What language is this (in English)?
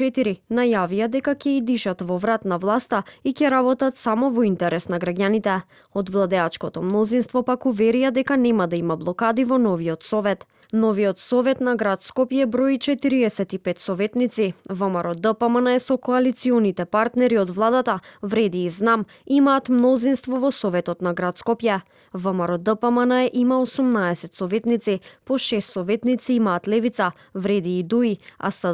Macedonian